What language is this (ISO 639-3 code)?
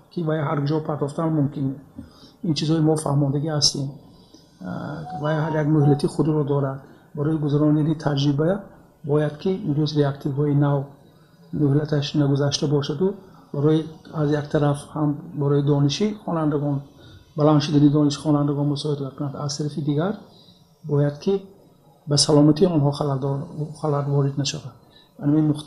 tgk